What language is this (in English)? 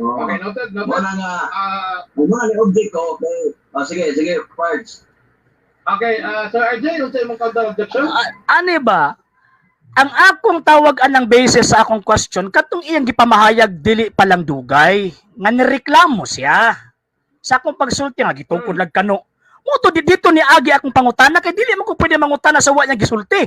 Cebuano